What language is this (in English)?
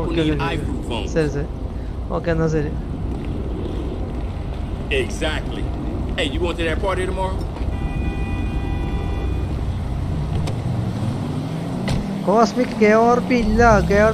Malayalam